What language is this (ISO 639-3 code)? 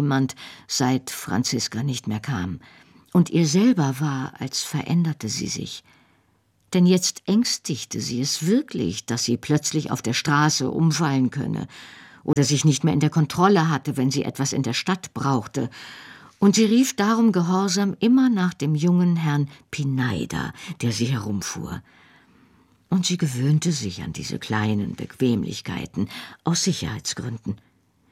deu